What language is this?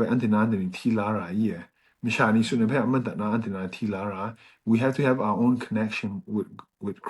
Kachin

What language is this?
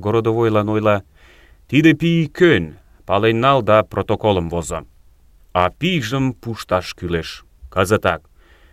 Mari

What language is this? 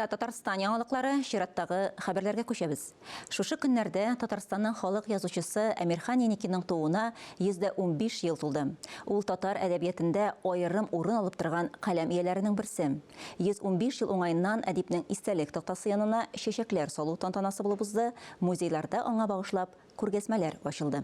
Tatar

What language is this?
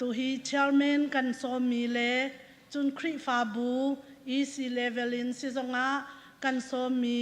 Hakha Chin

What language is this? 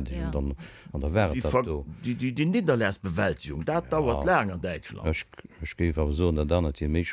Luxembourgish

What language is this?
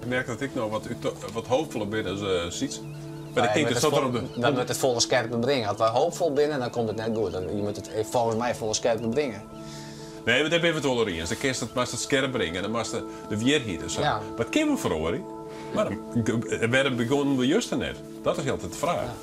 Western Frisian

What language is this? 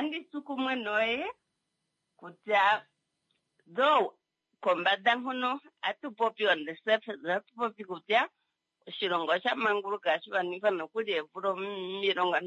Kuanyama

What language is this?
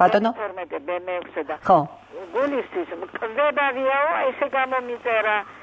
Georgian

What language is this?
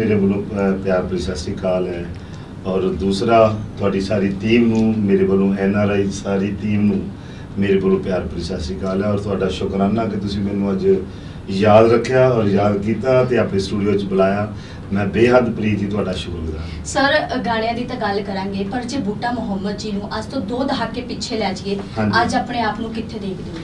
Punjabi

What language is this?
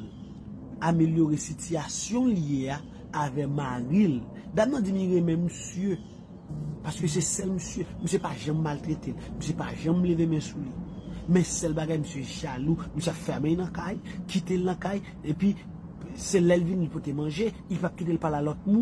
Haitian Creole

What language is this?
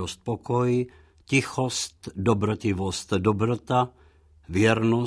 Czech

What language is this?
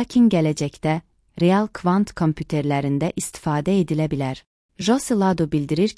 Azerbaijani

